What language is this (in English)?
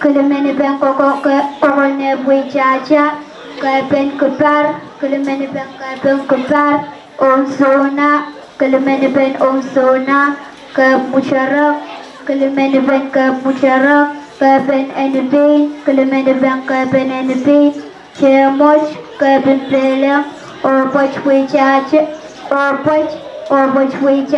Pohnpeian